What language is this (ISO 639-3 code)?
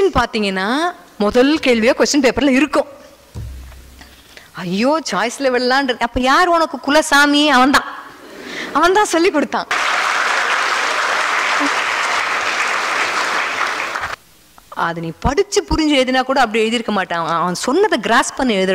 tam